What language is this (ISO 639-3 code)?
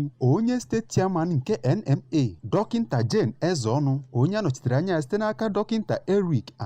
ibo